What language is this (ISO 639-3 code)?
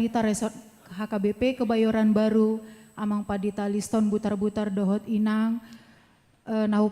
bbc